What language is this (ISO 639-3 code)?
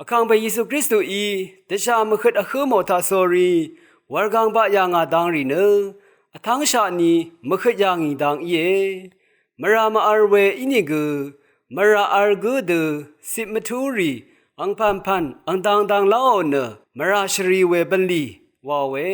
raw